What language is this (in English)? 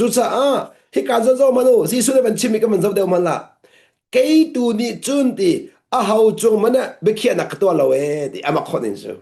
Hakha Chin